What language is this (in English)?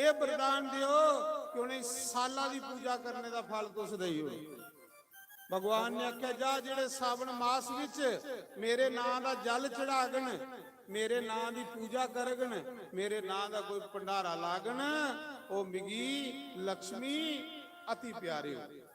Dogri